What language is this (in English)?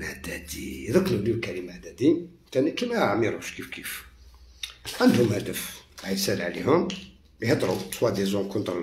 Algerian Arabic